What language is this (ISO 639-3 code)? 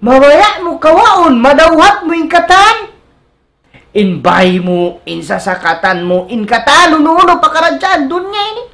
tsg